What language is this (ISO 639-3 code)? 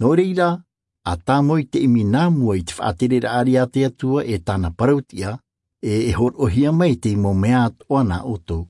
tah